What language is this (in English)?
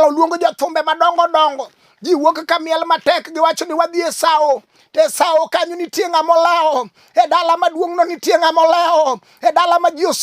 Luo (Kenya and Tanzania)